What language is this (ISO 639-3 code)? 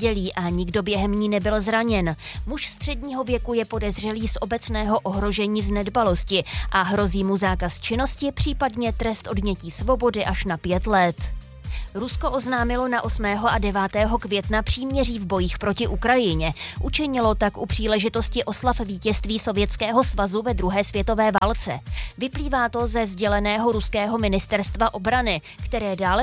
ces